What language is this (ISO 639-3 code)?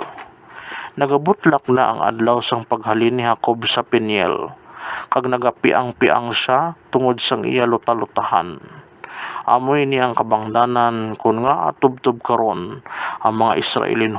hil